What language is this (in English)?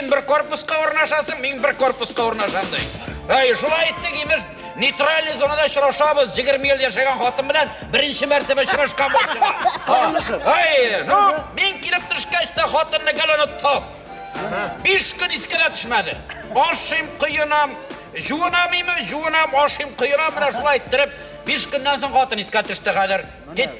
Tatar